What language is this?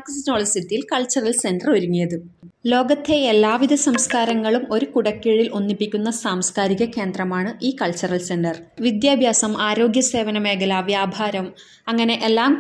Malayalam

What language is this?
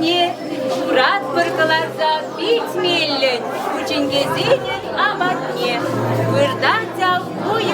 Chuvash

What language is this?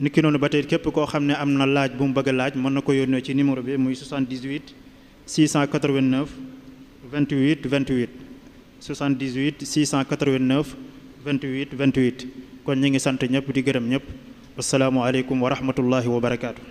Wolof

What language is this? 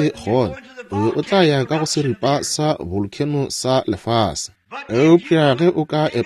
Northern Sotho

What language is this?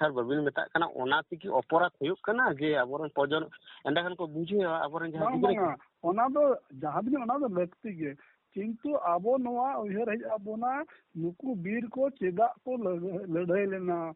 Santali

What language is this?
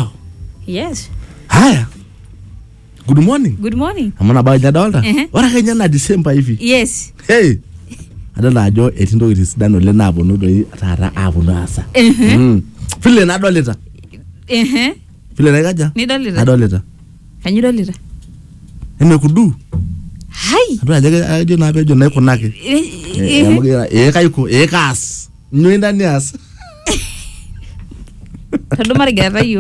Masai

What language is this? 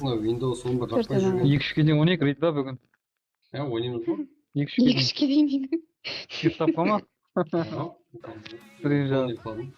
Kara-Kalpak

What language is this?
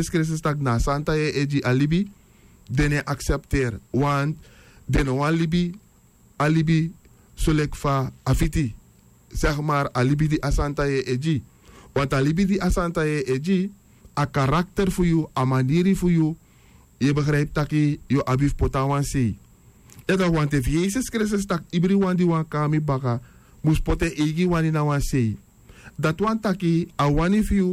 Sranan Tongo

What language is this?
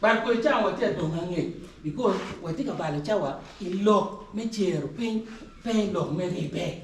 Acoli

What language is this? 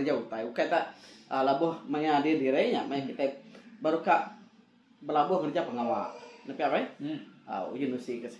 Iban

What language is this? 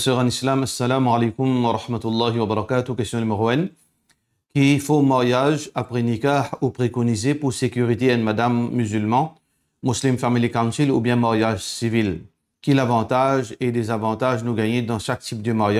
Morisyen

